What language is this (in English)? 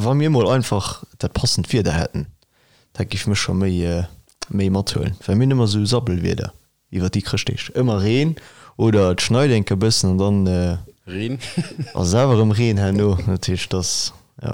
Luxembourgish